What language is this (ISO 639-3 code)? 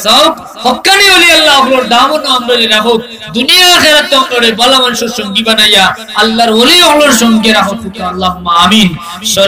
syl